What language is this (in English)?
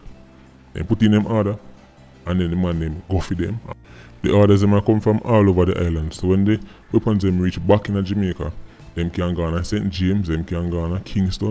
Jamaican Creole English